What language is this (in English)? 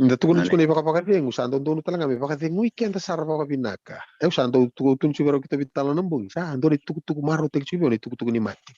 Fijian